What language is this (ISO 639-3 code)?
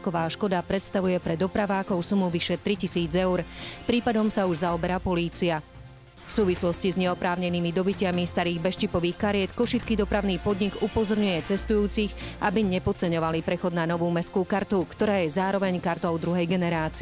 slk